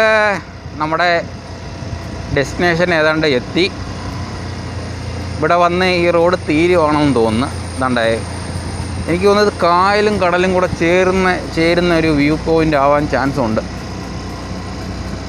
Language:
Malayalam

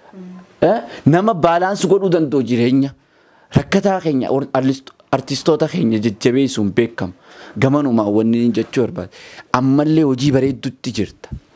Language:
Oromo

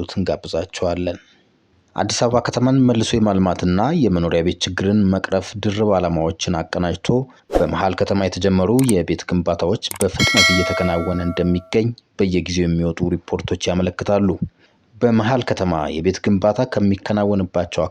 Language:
Amharic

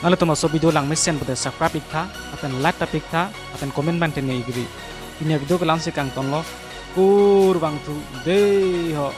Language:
Karbi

